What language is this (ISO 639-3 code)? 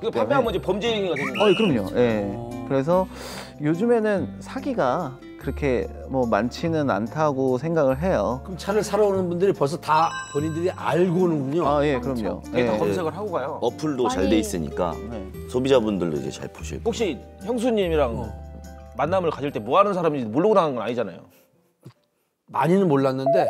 kor